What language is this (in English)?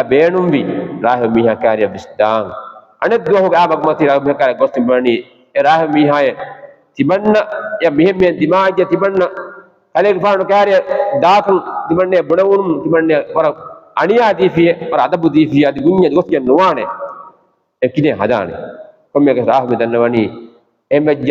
Divehi